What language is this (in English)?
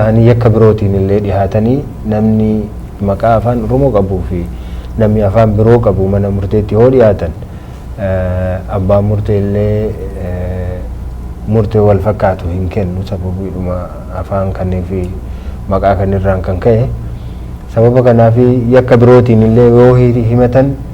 Oromo